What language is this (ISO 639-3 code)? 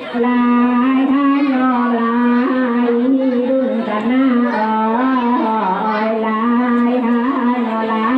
min